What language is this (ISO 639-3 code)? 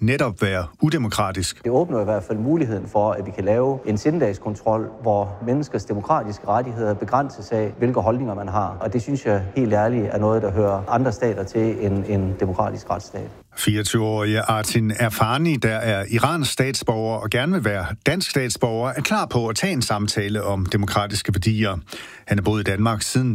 dan